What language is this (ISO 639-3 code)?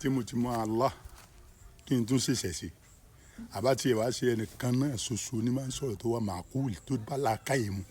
yor